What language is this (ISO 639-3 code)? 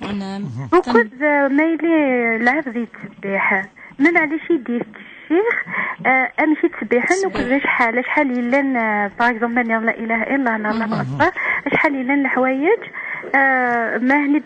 kab